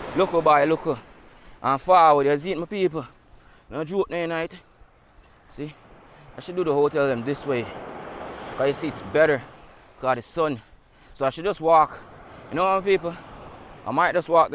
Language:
Jamaican Creole English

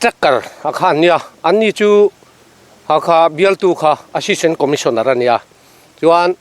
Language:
Mizo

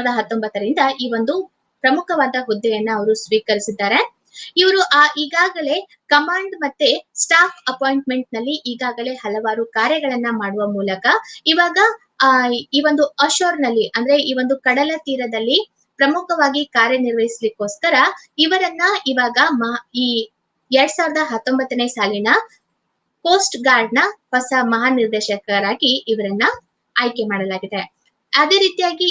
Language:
Kannada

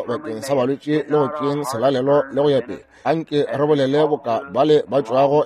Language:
Northern Sotho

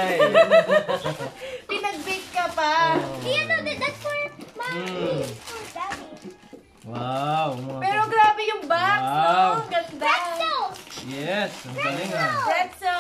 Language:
Filipino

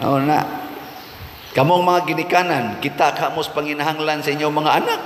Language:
Cebuano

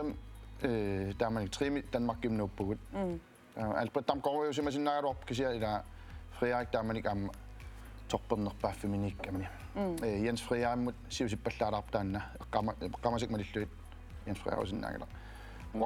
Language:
Kalaallisut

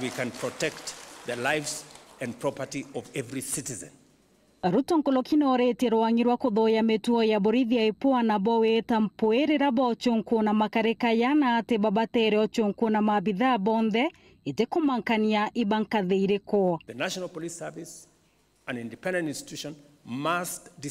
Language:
Meru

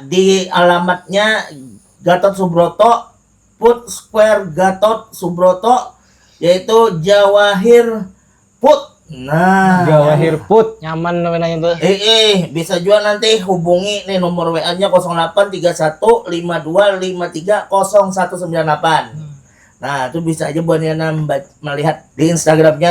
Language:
Banjar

